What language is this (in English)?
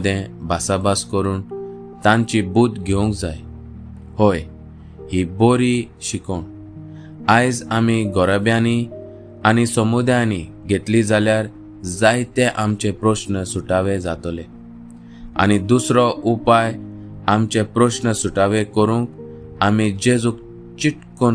Konkani